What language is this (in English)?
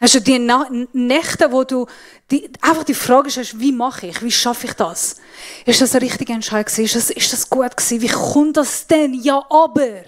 Swiss German